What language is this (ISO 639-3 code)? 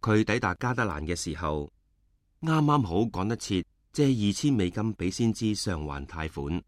yue